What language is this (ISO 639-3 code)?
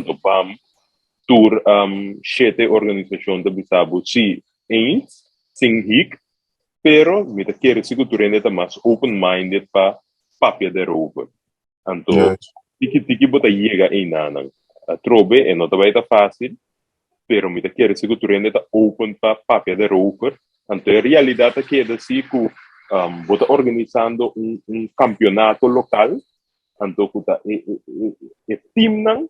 pap